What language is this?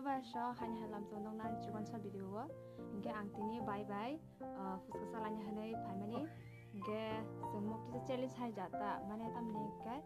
Kok Borok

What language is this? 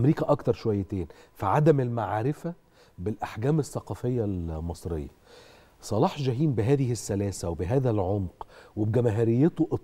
Egyptian Arabic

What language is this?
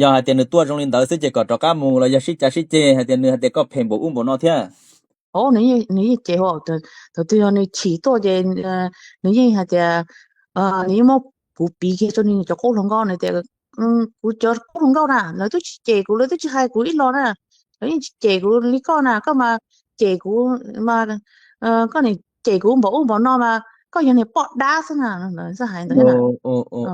Hmong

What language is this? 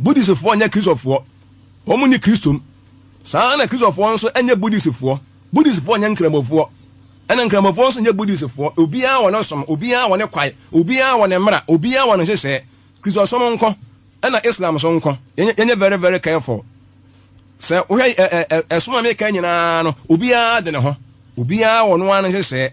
Akan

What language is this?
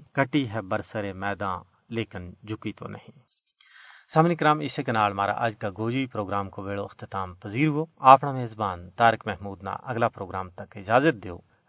Gujari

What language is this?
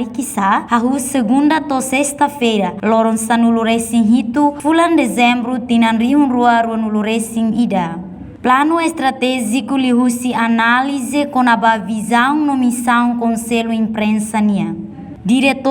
Tetum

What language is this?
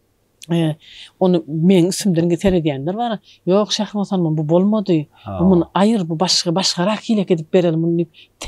Turkmen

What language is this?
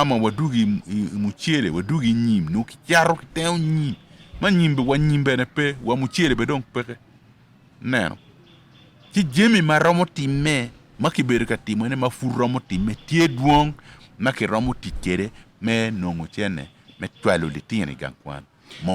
Acoli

